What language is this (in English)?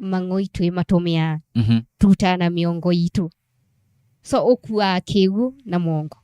Kamba